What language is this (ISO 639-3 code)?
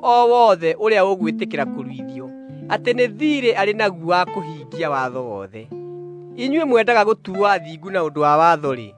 kik